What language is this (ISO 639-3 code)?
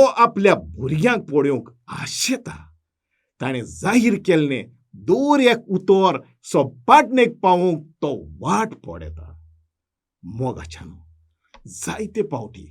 kok